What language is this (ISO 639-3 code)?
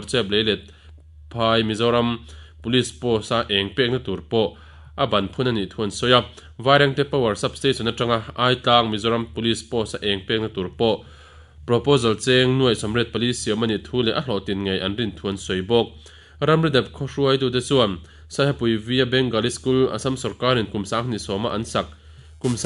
lus